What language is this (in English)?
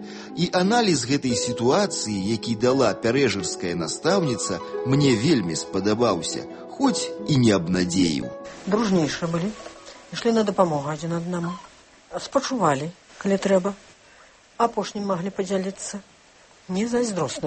Belarusian